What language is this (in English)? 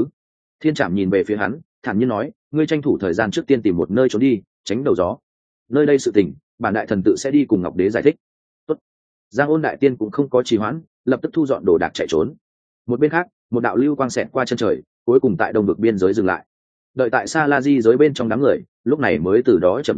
Vietnamese